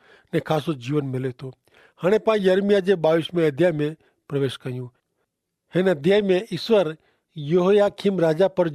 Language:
Kachhi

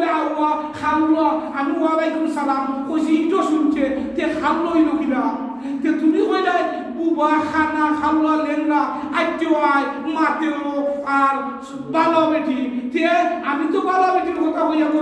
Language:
Sylheti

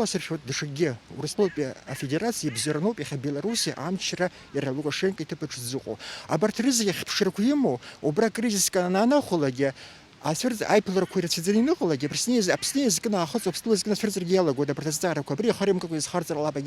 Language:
Abkhazian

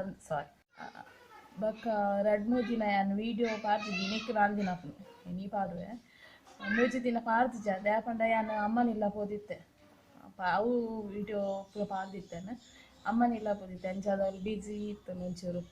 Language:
Tulu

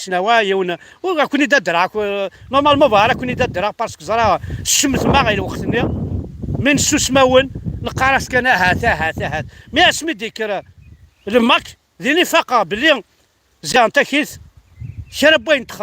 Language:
Kabyle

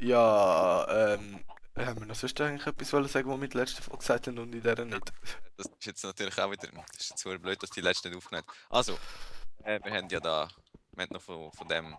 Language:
Swiss German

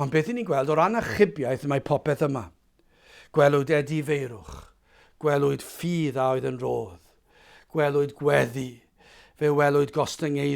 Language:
Welsh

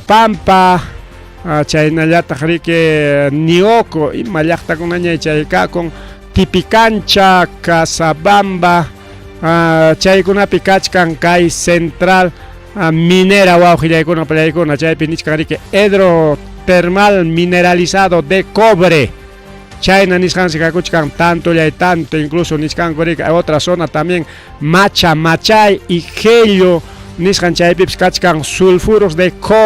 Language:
Ayacucho Quechua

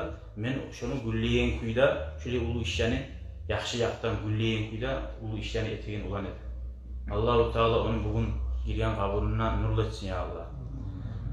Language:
Kumyk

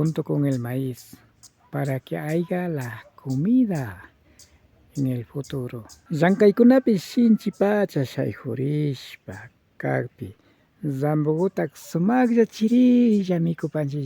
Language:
Imbabura Highland Quichua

